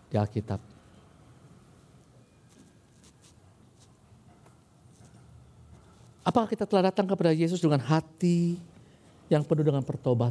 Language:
Indonesian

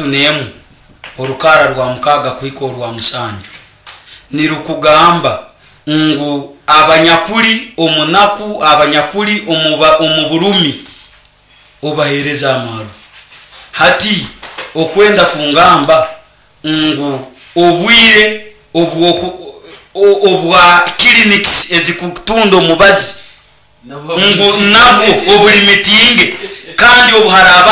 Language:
Nyoro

